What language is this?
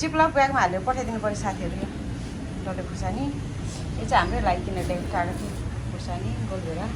Nepali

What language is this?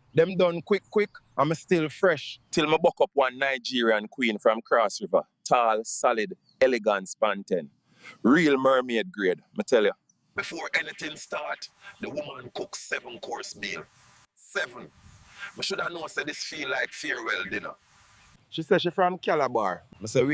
Jamaican Creole English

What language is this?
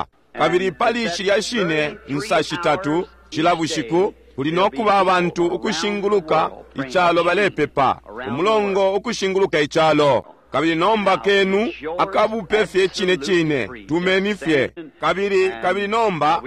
Bemba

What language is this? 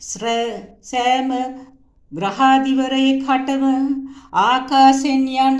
Sinhala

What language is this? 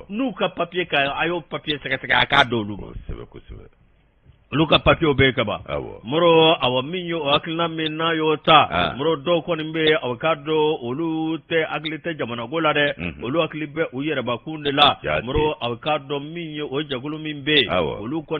Bambara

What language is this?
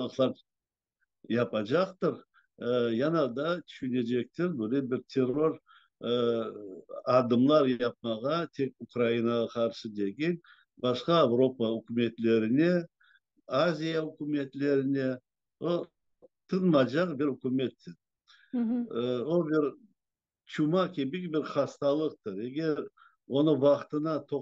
Crimean Tatar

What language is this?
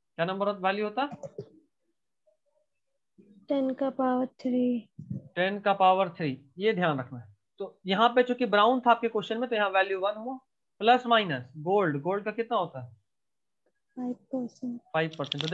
Hindi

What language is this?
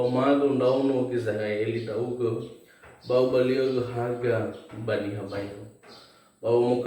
Nias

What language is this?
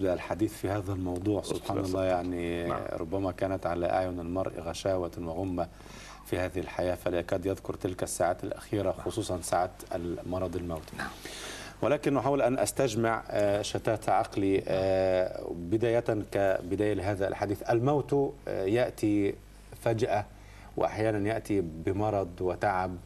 Arabic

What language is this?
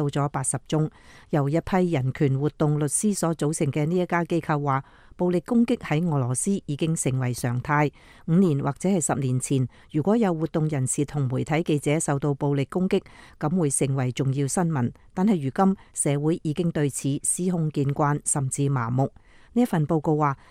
Cantonese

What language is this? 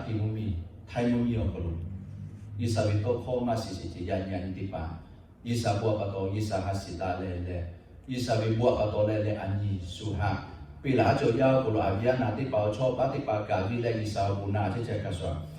Lahu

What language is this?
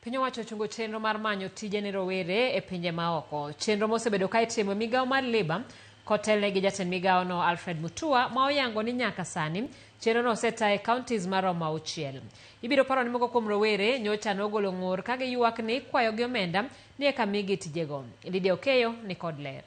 Luo (Kenya and Tanzania)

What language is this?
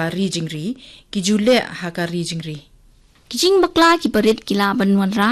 Khasi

